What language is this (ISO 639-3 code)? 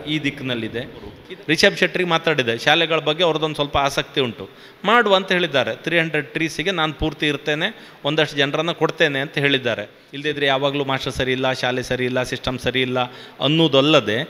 kan